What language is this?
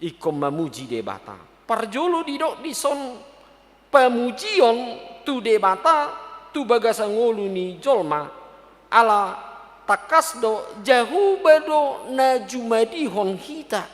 Batak Toba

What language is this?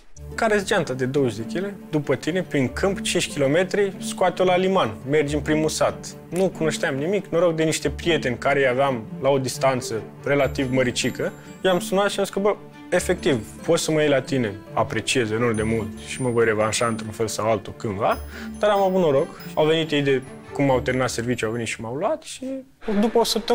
Romanian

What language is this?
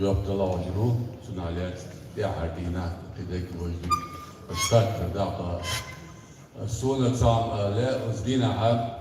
Chechen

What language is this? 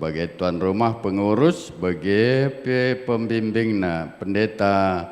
Batak Karo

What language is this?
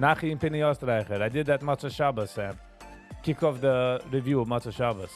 Yiddish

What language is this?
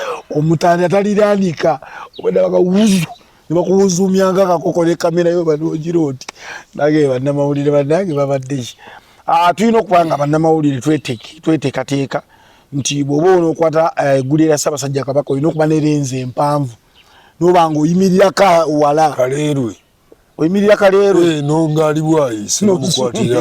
Ganda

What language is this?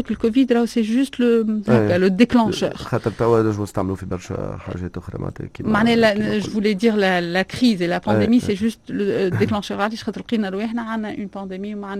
Tunisian Arabic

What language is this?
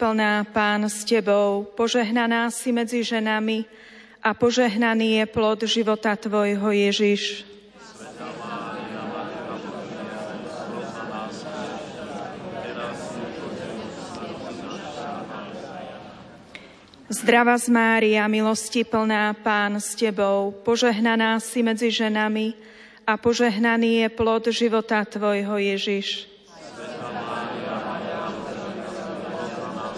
Slovak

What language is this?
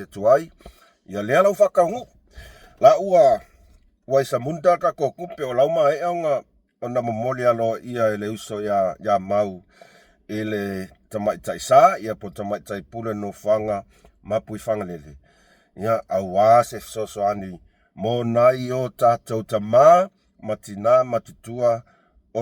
Samoan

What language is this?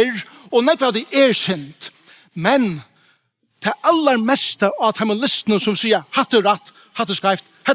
Faroese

